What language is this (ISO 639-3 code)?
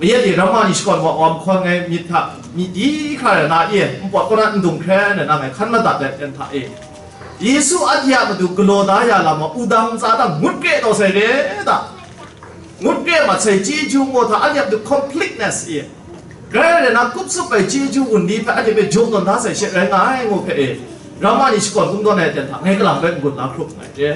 kac